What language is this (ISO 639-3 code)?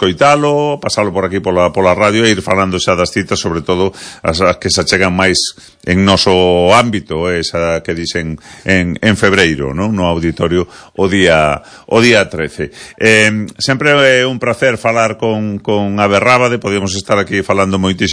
glg